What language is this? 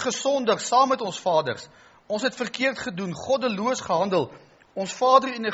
Afrikaans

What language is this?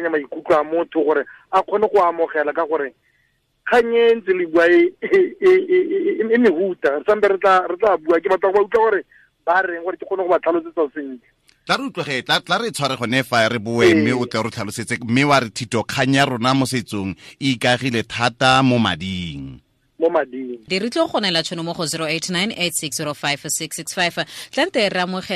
Tswana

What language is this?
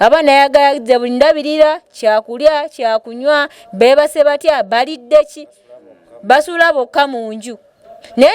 Ganda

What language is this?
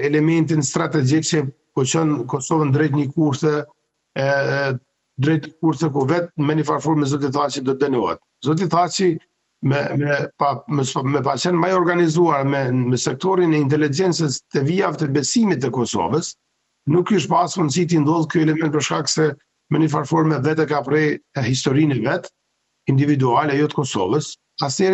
Albanian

